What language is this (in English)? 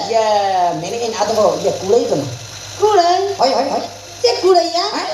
Santali